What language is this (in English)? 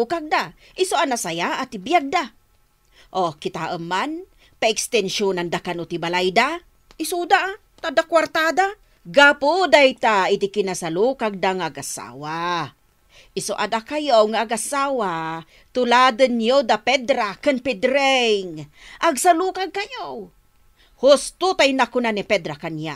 Iloko